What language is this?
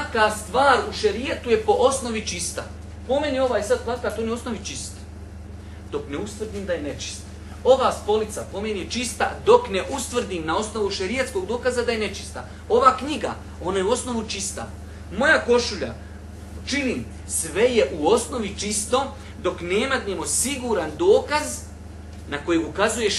Bosnian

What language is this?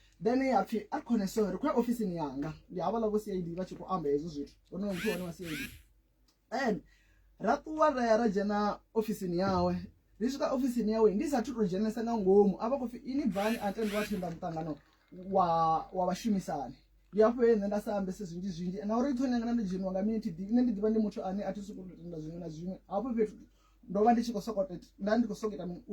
Venda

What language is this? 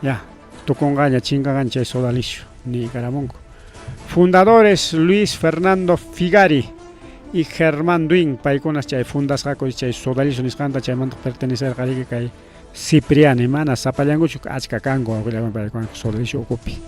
Ayacucho Quechua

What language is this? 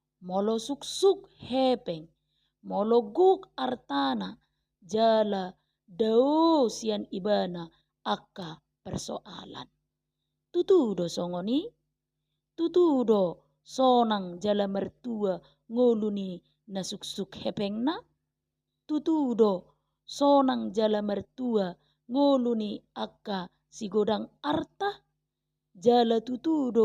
Batak Toba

